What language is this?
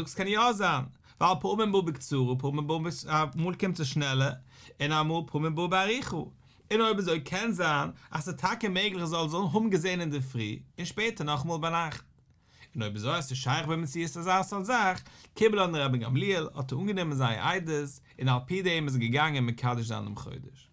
Yiddish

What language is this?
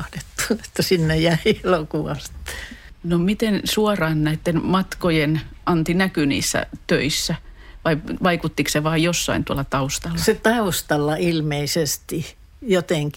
Finnish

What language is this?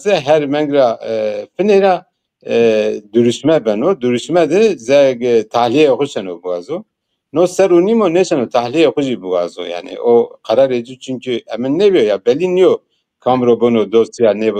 Zaza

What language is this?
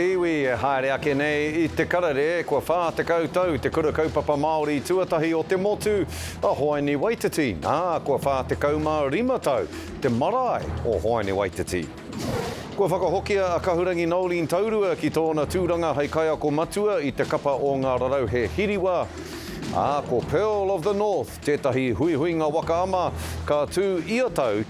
Māori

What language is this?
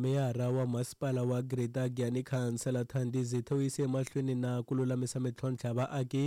Tsonga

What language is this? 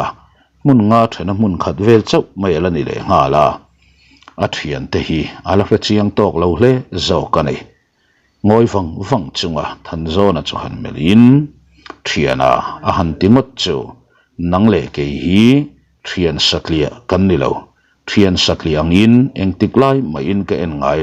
Mizo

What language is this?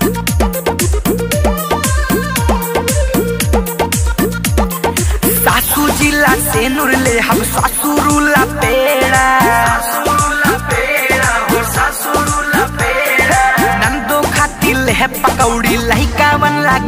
Bhojpuri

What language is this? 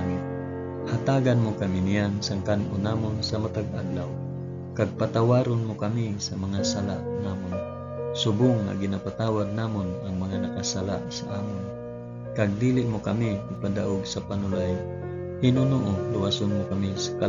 Hiligaynon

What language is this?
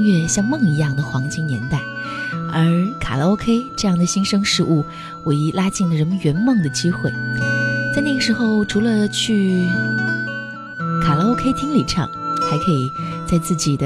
Chinese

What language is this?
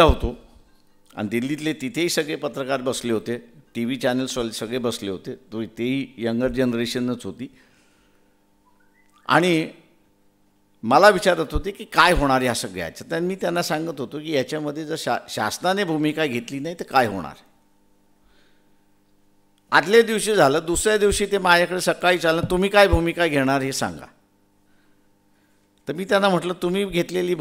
Marathi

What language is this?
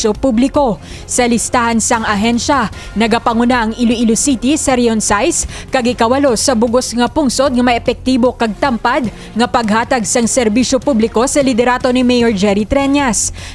Hiligaynon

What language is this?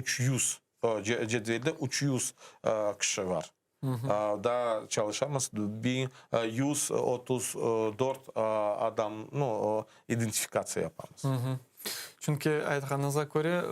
Crimean Tatar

